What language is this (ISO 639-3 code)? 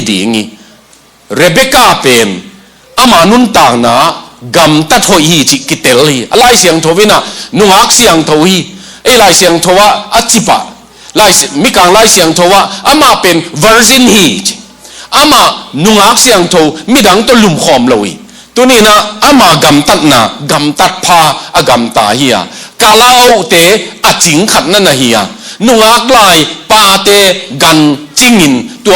ctd